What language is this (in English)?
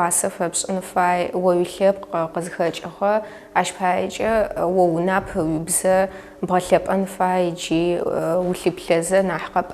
Adyghe